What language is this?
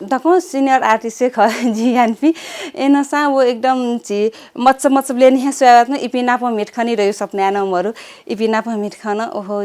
Newari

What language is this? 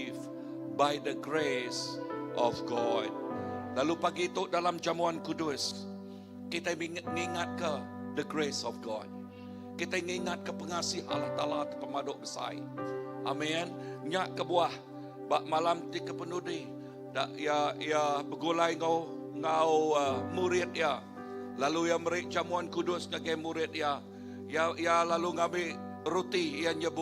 Iban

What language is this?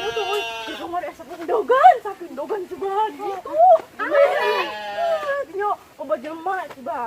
Sundanese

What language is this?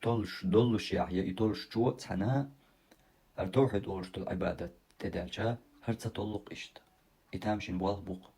Chechen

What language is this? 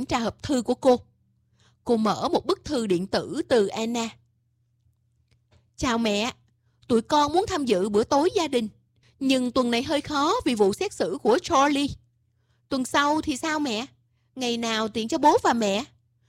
Vietnamese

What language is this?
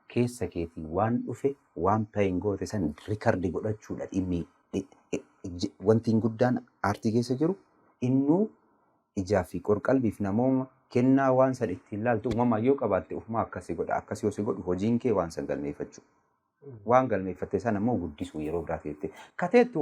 Oromo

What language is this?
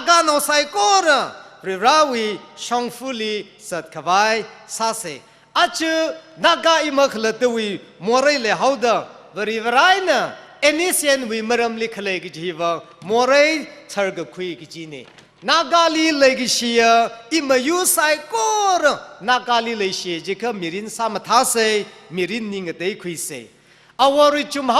Tangkhul Naga (India)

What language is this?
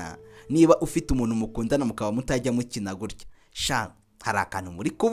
Kinyarwanda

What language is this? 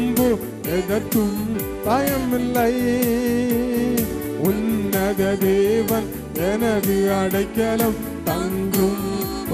Tamil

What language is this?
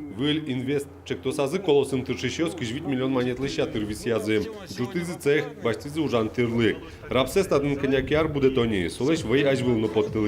Udmurt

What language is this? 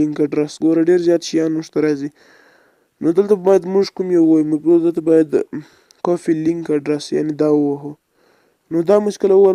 Pashto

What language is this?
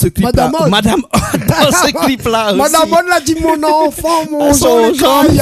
Réunion Creole French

